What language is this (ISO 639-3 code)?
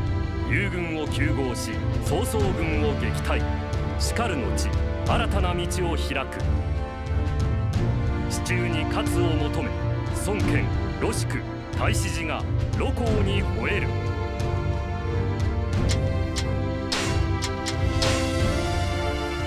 jpn